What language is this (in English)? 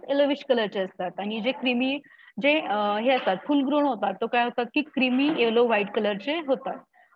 Marathi